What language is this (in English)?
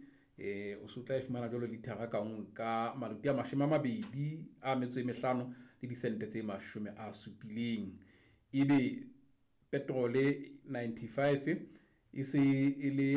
Southern Sotho